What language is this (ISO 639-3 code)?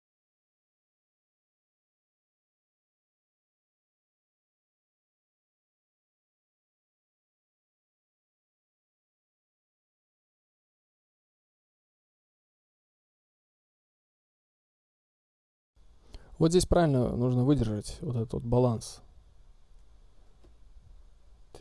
rus